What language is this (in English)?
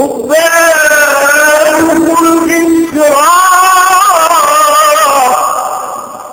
Arabic